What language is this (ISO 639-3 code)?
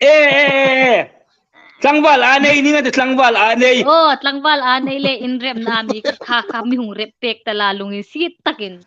hmr